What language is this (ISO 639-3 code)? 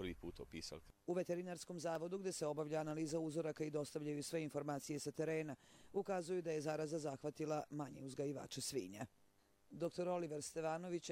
hrv